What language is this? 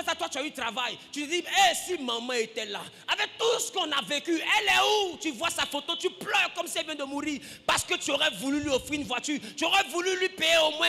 French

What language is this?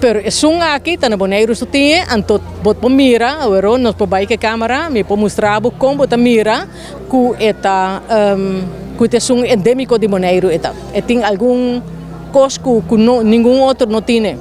Papiamento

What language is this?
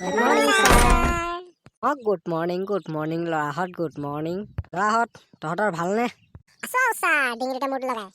Assamese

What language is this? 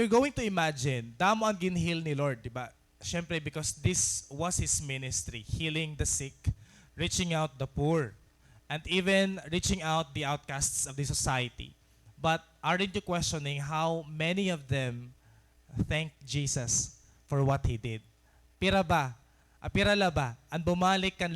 Waray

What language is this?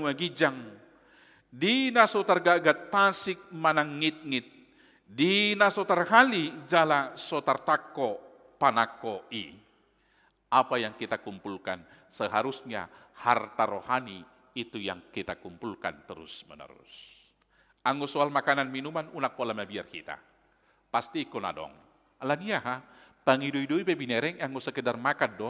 Batak Toba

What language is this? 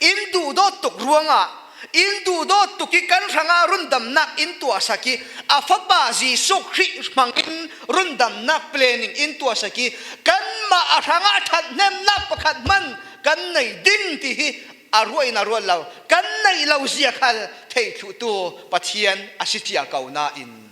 Falam Chin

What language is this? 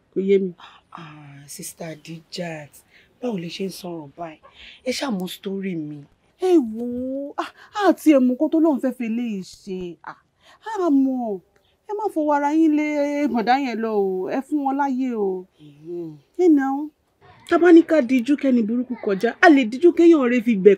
Yoruba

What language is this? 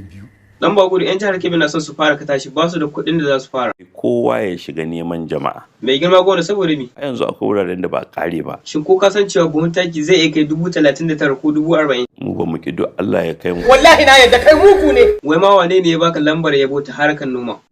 Hausa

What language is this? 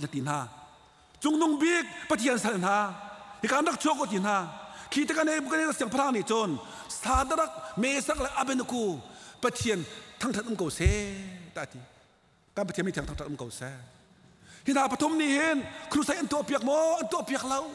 Hakha Chin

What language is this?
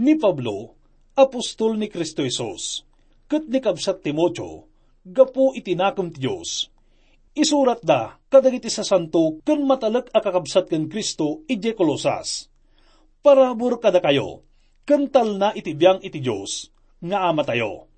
Iloko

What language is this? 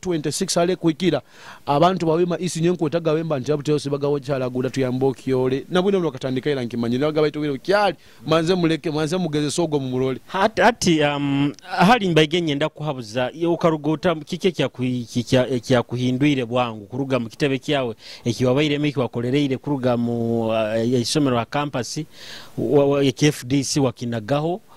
Nyoro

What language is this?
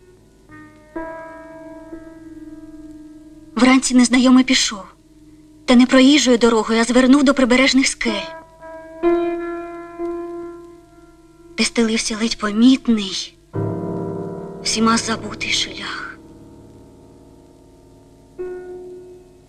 Ukrainian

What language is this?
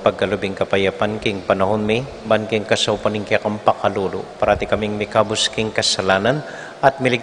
Pampanga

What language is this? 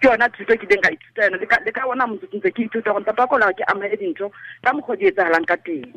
Tswana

